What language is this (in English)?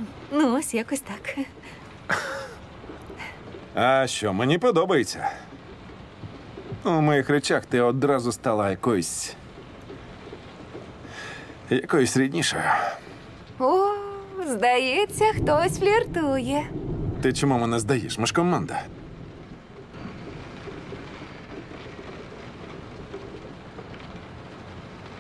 Ukrainian